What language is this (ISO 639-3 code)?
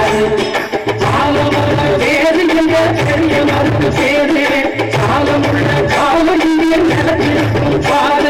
tam